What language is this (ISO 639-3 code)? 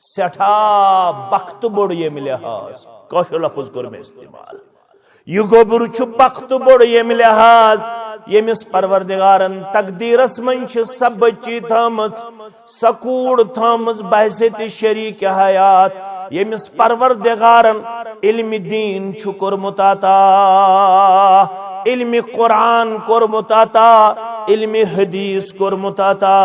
kas